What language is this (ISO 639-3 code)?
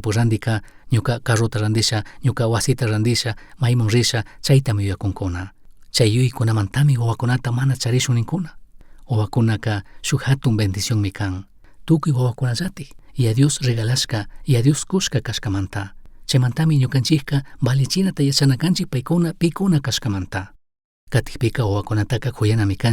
qug